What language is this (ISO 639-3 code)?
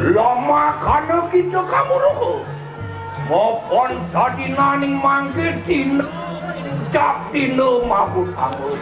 ban